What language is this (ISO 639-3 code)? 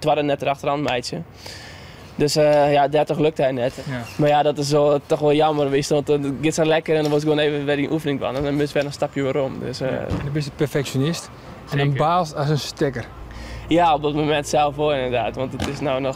fry